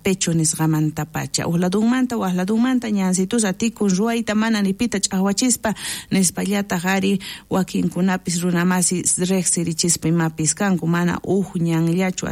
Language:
South Bolivian Quechua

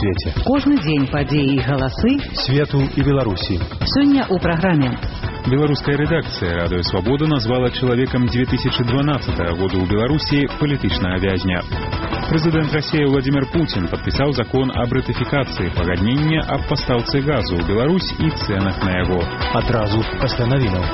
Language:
Belarusian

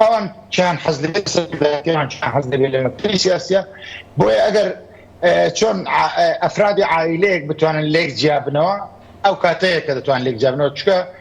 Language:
Kurdish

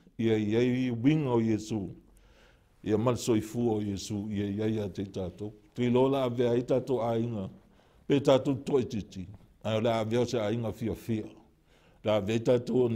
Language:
Samoan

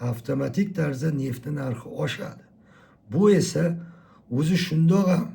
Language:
Uzbek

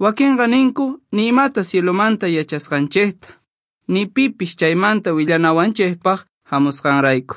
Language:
Quechua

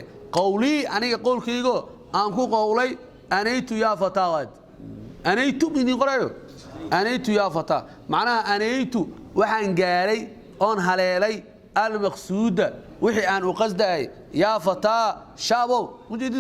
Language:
Somali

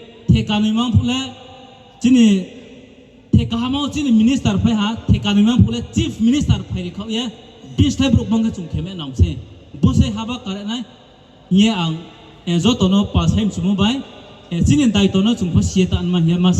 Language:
Riang (India)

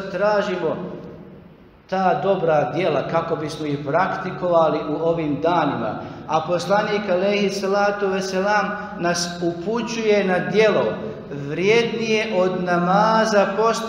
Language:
Bosnian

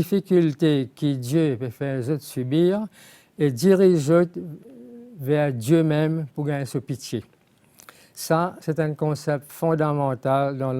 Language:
Morisyen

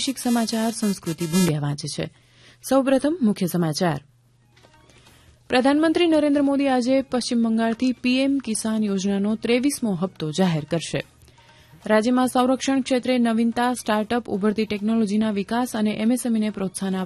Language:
Gujarati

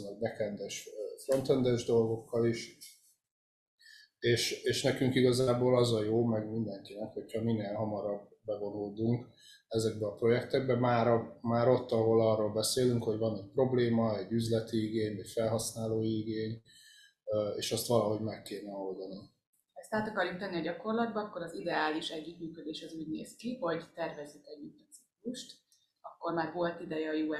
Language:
Hungarian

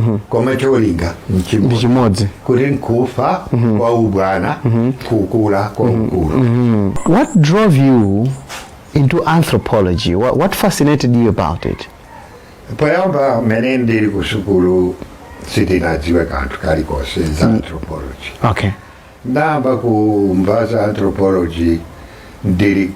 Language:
Nyanja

